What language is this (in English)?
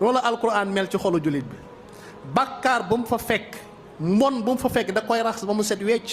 Wolof